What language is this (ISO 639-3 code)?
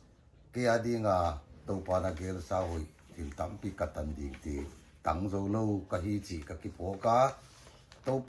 pck